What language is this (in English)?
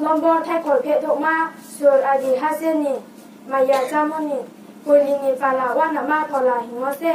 Riang (India)